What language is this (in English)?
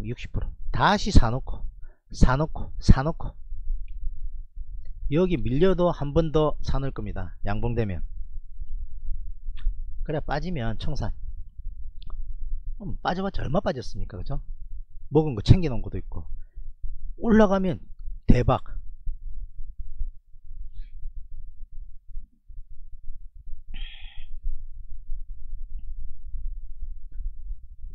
Korean